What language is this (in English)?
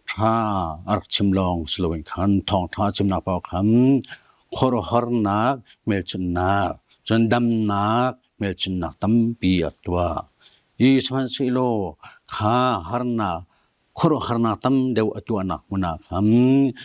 Hakha Chin